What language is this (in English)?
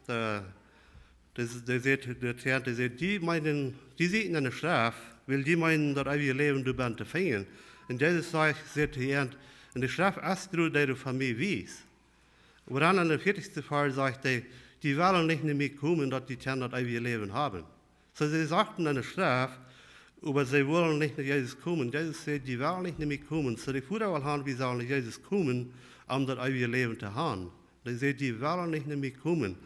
Plautdietsch